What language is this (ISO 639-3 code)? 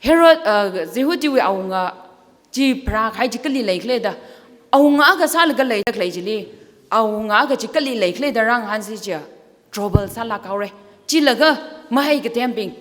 nmf